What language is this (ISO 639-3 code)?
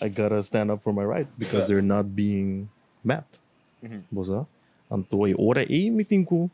pap